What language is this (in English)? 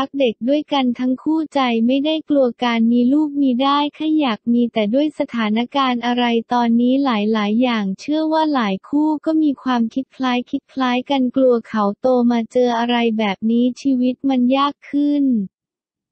Thai